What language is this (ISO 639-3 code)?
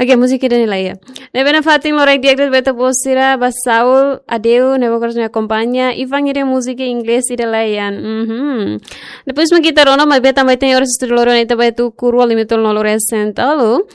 tet